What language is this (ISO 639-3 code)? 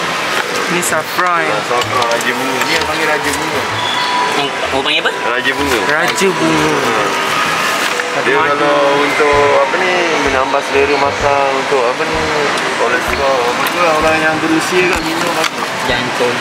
msa